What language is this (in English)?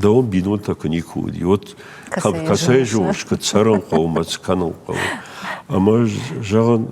Ossetic